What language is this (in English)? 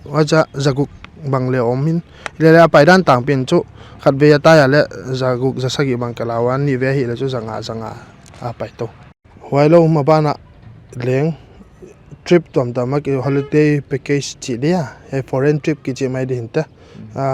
Paite Chin